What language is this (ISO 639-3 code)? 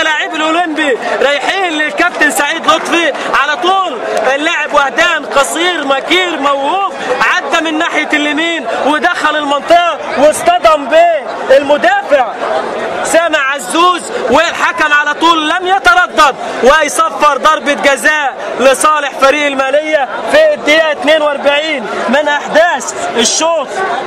arz